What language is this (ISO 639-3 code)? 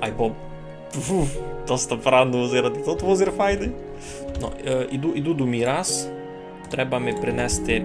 rue